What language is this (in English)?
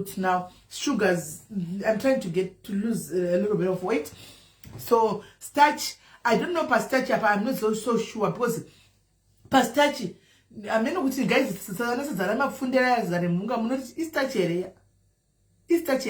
Shona